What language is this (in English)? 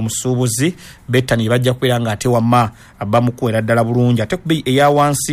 Ganda